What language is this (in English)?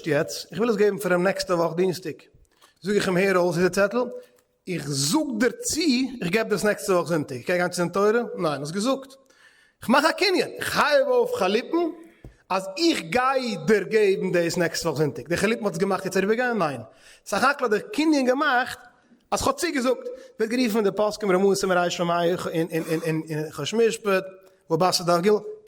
Yiddish